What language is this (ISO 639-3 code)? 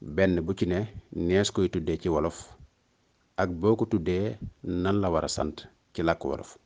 wol